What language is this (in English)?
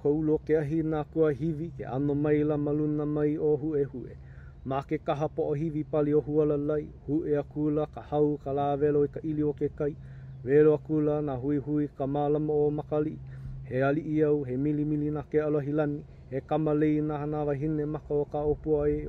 Hawaiian